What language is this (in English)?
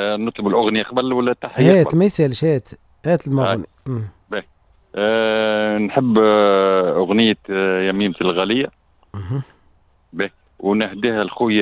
Tunisian Arabic